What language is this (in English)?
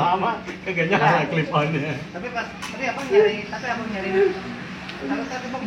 Betawi